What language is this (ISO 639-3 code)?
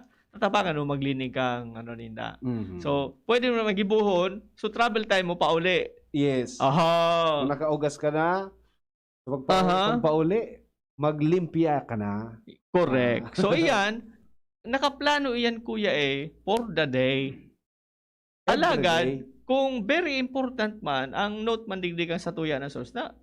bik